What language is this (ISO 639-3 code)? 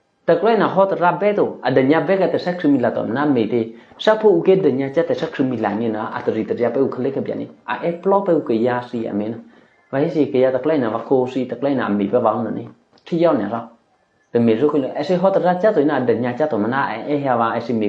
eky